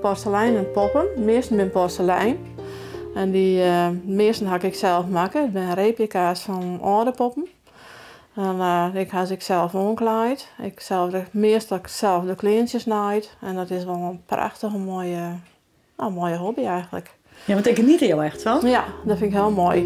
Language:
Western Frisian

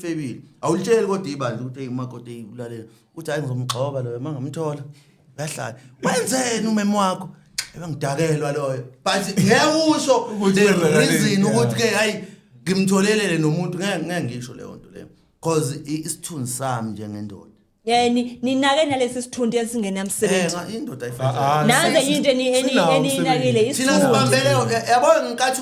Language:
Zulu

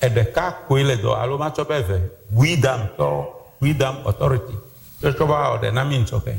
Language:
Ewe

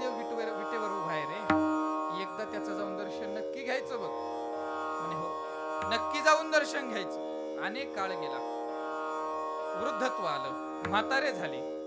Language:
Marathi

